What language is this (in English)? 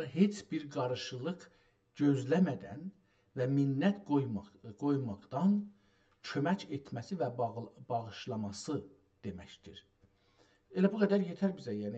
South Azerbaijani